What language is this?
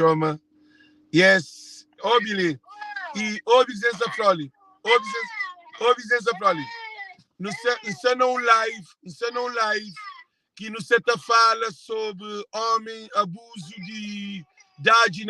Kabuverdianu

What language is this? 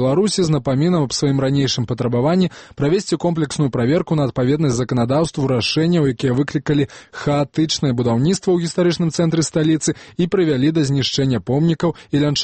Belarusian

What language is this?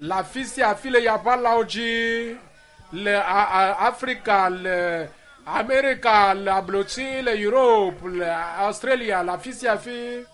Ewe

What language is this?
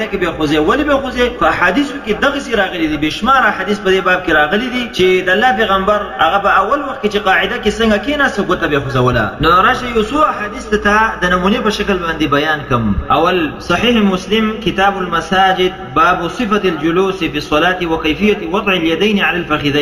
Pashto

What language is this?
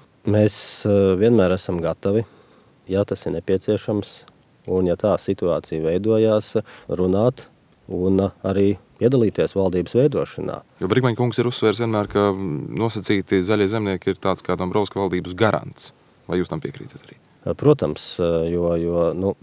Latvian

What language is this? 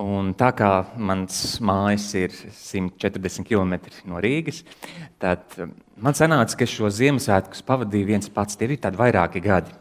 Latvian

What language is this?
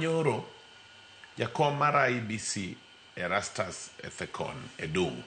Luo (Kenya and Tanzania)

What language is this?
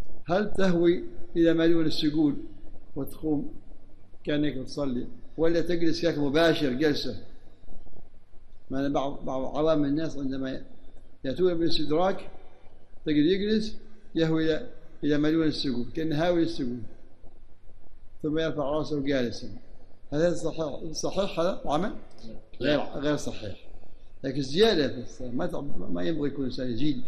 Arabic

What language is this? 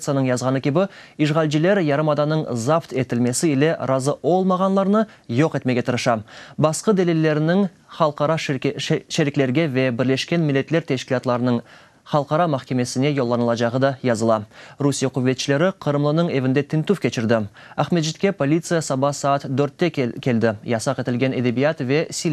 Crimean Tatar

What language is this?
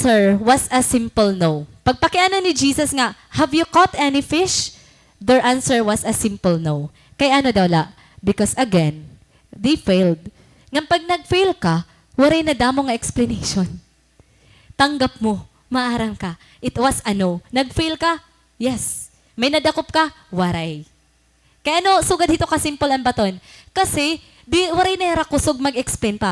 Waray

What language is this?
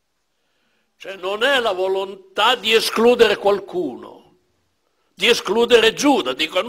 Italian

